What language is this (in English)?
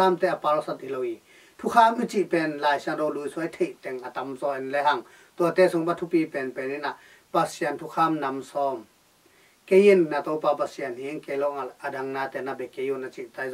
Tedim Chin